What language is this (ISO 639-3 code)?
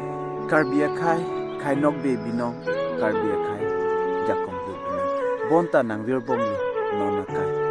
mjw